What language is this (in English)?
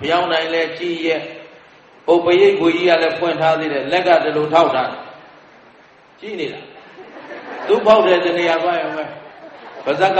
Burmese